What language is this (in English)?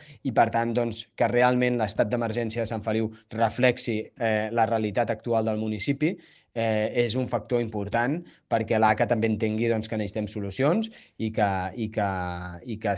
Catalan